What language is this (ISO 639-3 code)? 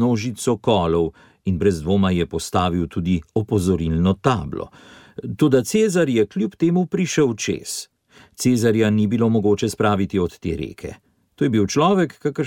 slv